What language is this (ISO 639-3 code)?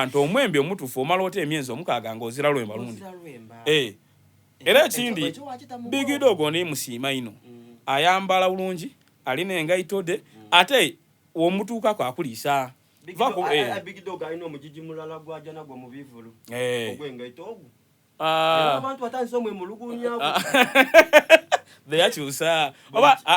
xog